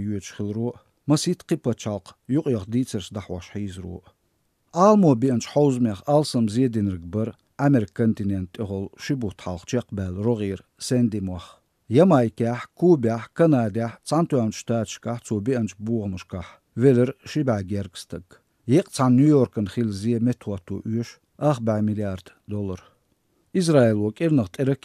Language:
Azerbaijani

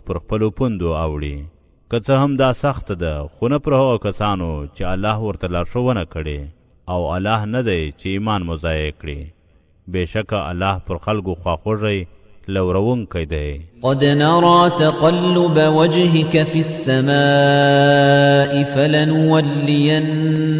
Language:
Pashto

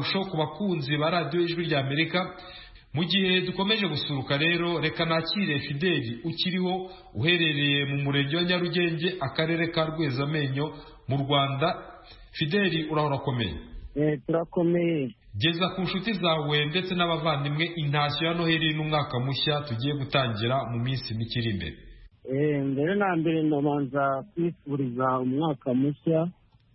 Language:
Kinyarwanda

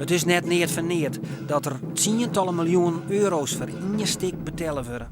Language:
Western Frisian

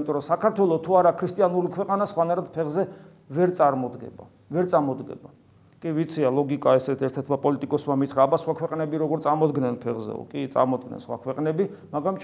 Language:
Georgian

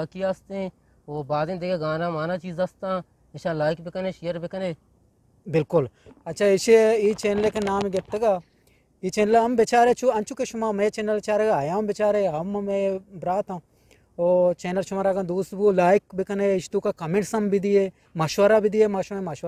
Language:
Eastern Balochi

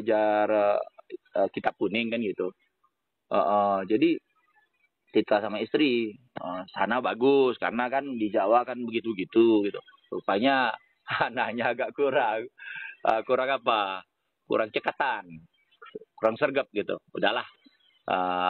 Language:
Indonesian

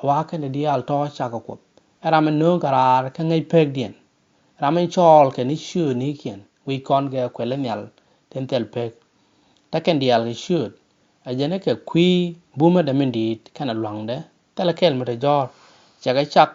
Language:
Nuer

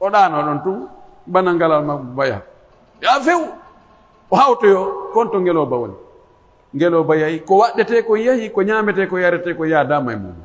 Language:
Pular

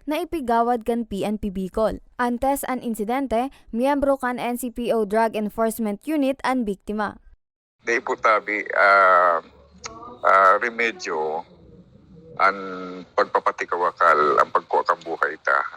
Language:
Bikol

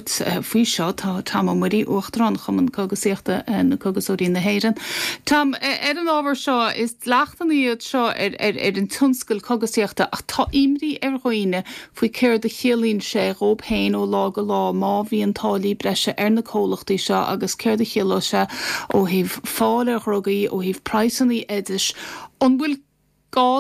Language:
Irish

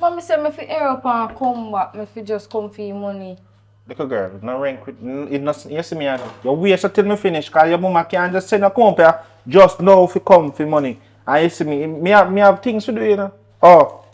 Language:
Jamaican Creole English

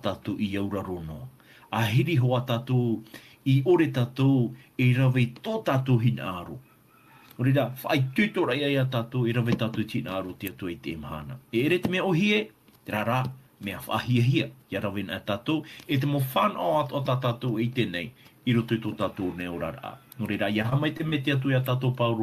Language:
Tahitian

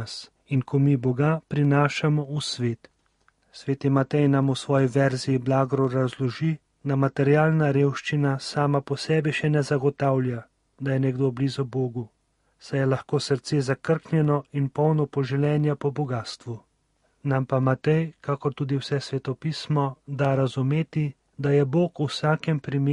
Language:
Slovenian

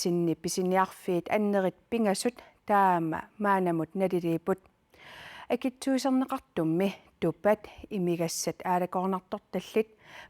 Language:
Kalaallisut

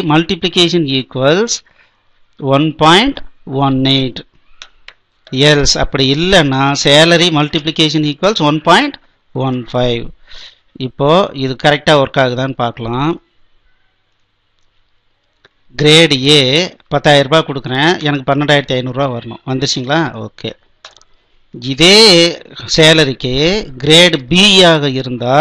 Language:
Tamil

